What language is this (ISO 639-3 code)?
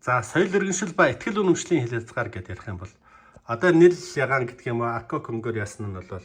mon